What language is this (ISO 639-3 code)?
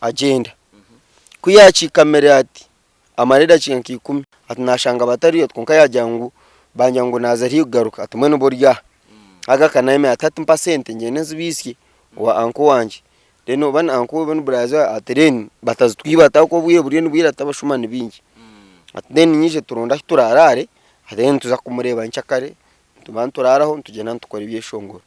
nyn